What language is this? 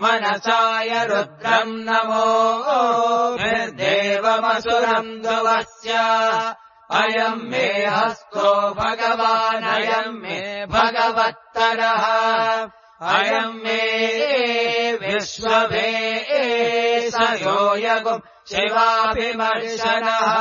Sanskrit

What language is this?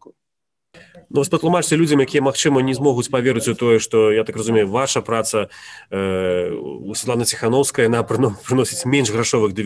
Belarusian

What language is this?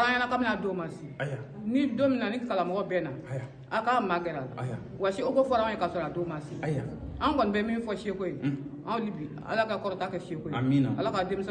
Bambara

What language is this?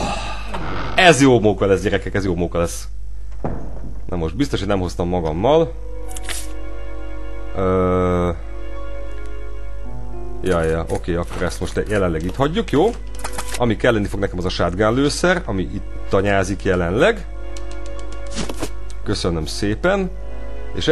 Hungarian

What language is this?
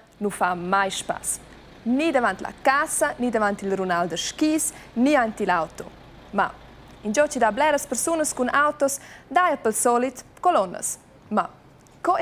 Romansh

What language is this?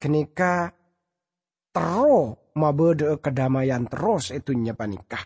Madurese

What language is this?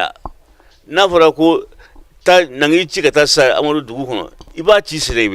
Bambara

